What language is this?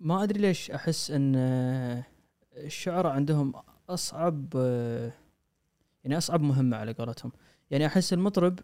Gulf Arabic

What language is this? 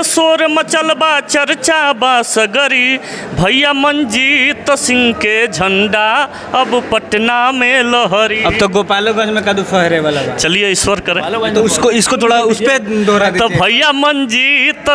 Bhojpuri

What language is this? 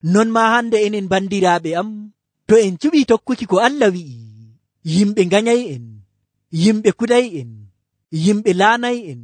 Nigerian Fulfulde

